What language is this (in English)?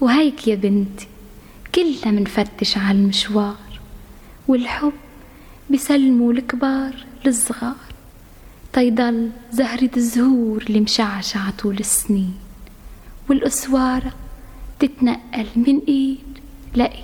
North Levantine Arabic